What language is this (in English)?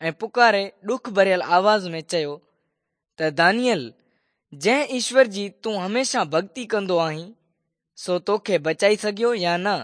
Sindhi